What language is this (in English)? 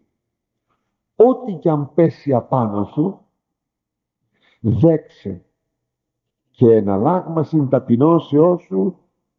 Greek